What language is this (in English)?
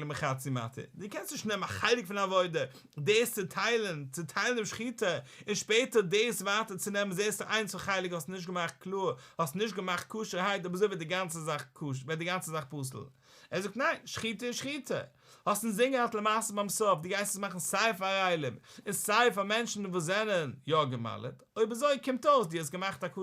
Yiddish